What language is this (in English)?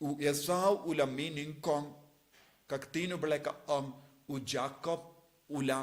Khasi